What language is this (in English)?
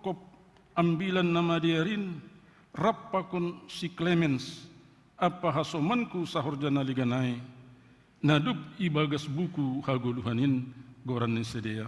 Batak Simalungun